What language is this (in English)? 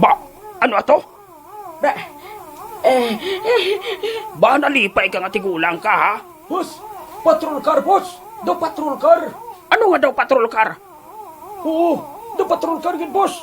Hiligaynon